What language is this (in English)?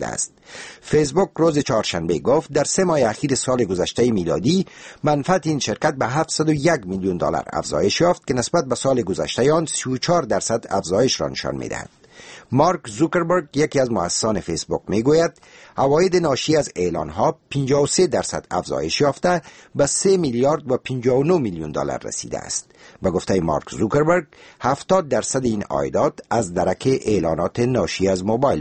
Persian